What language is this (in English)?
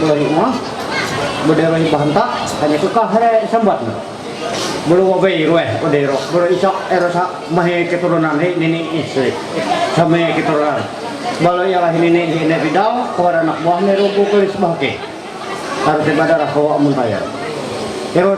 Ma'anyan